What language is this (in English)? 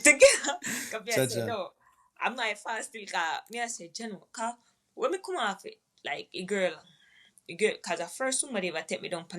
Jamaican Creole English